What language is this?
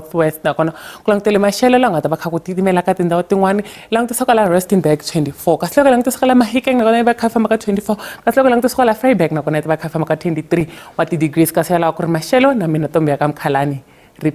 Tsonga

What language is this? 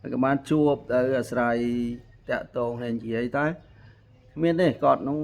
Khmer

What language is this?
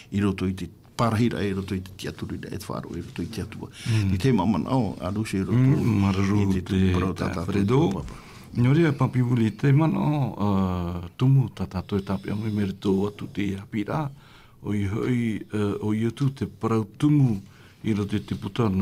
Tahitian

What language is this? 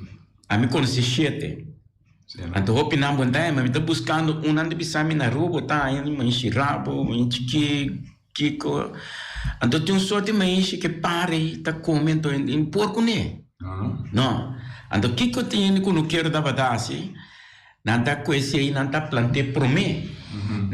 Papiamento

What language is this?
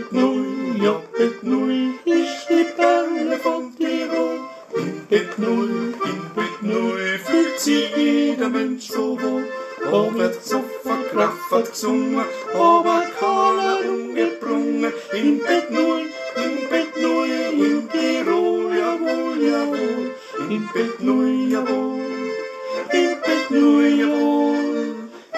Bavarian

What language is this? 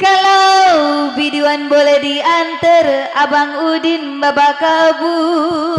Betawi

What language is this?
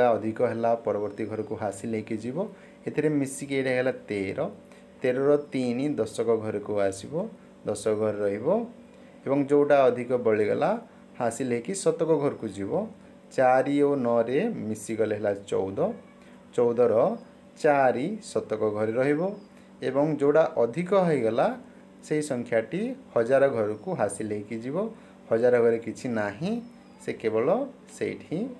Odia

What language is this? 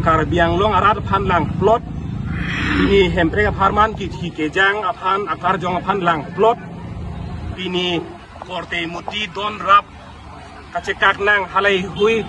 Karbi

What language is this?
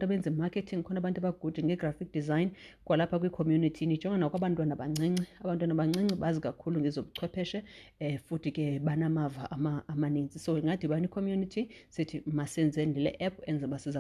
Xhosa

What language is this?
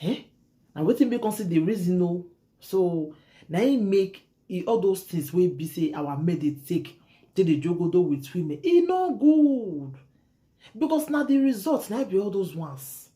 Nigerian Pidgin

